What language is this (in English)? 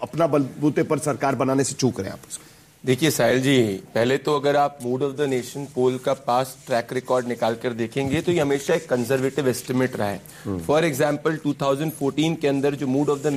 Hindi